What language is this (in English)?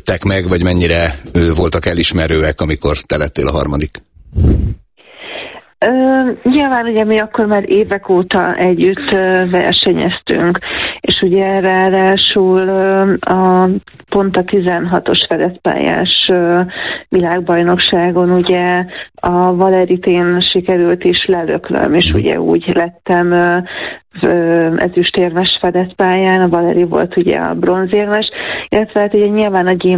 Hungarian